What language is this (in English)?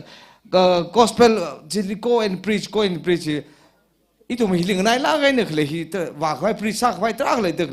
Tangkhul Naga (India)